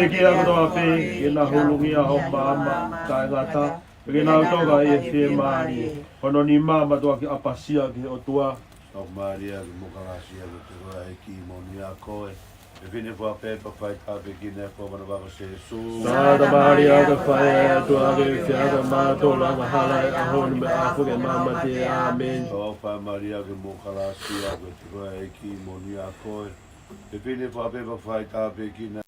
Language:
Tongan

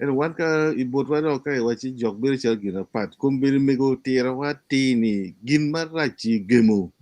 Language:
Acoli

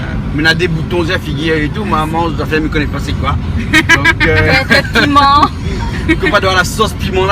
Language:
Réunion Creole French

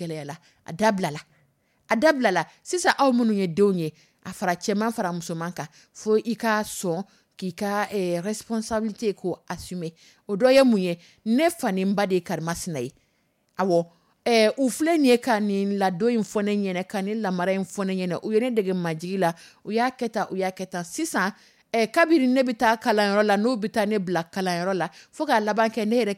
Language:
Dyula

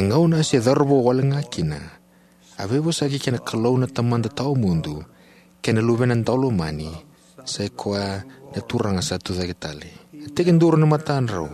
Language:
Fijian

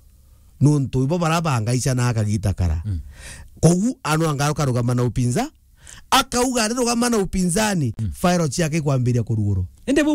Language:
Meru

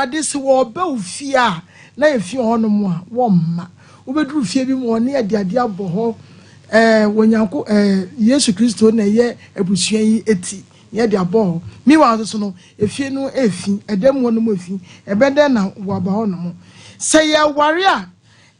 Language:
Akan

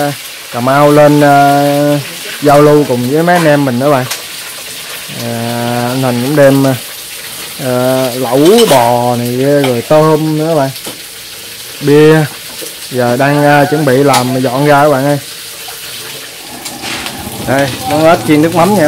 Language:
Vietnamese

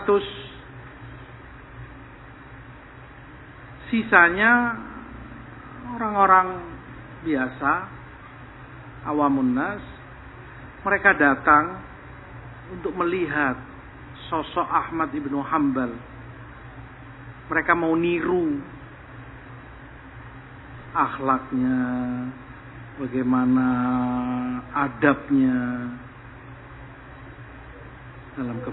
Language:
Indonesian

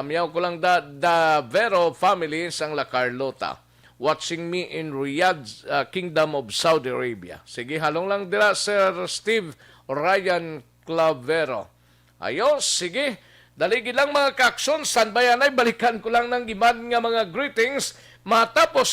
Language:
Hiligaynon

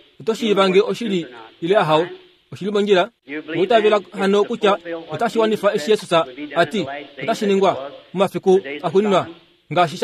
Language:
Kuanyama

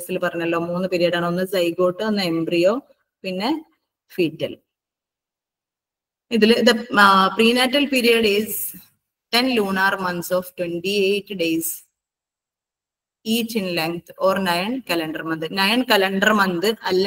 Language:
Malayalam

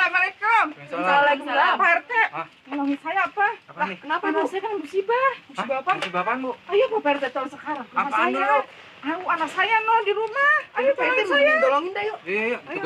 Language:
Betawi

